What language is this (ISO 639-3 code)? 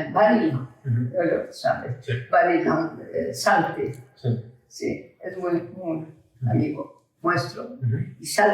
lad